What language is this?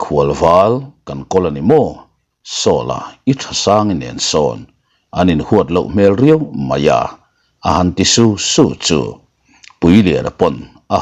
Mizo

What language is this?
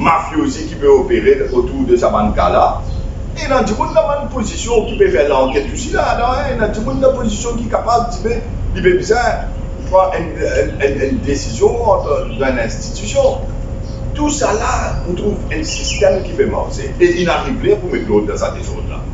Morisyen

